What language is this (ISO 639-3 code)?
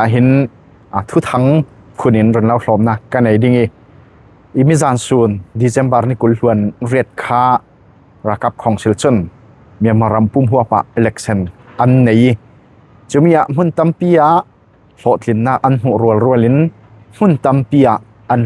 cfm